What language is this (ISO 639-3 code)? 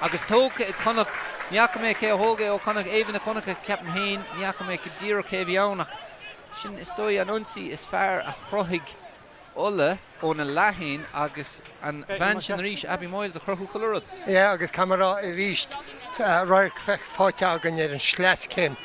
gle